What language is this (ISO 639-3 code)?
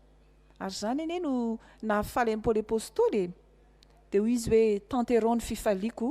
mlg